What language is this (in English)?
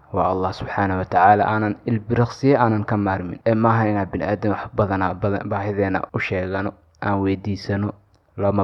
Somali